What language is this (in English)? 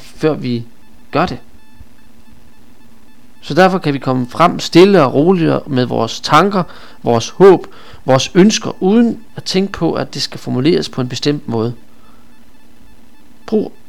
Danish